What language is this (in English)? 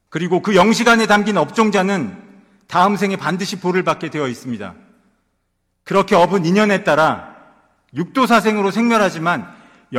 Korean